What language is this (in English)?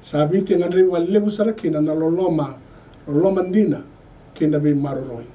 Fijian